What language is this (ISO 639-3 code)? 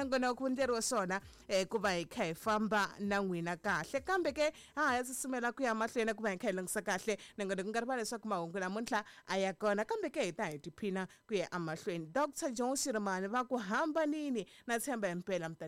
tso